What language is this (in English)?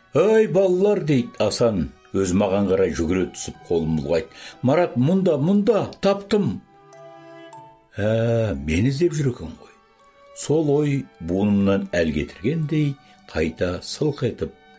Kazakh